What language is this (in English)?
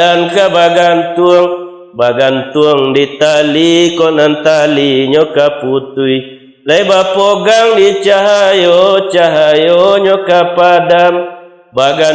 Minangkabau